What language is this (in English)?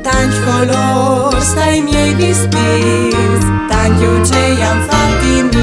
Friulian